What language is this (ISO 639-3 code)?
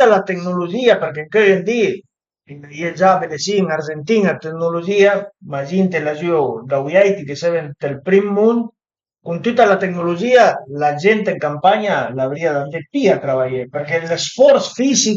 pms